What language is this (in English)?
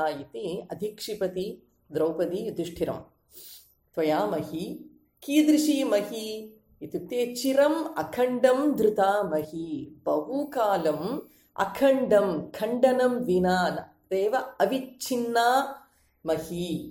Sanskrit